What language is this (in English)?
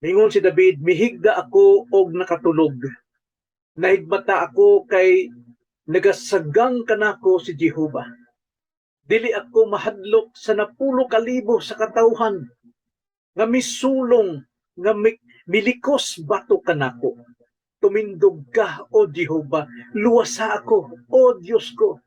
Cebuano